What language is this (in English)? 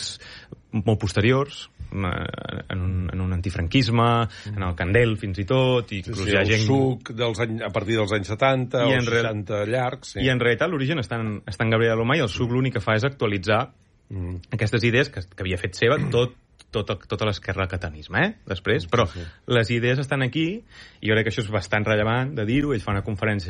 Catalan